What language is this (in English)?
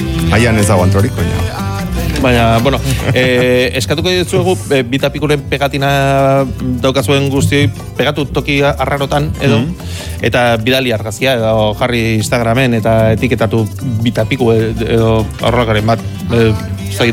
Basque